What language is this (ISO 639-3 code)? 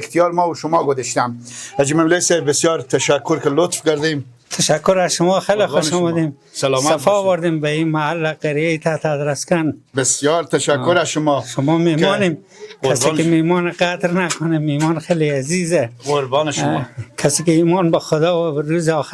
fas